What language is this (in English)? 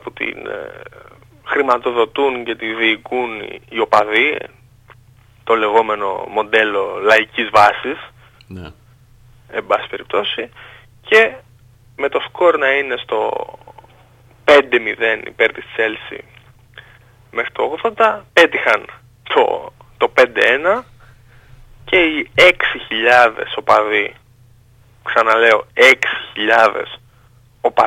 Greek